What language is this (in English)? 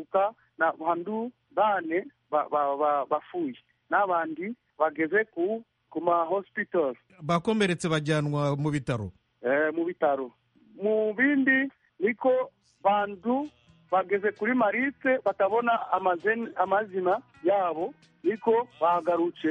Kinyarwanda